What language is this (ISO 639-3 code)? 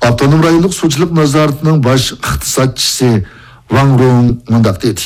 uig